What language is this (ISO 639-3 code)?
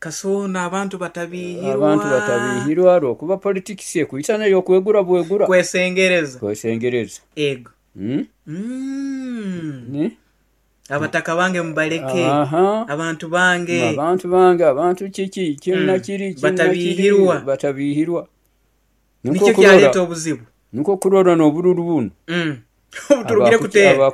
nyo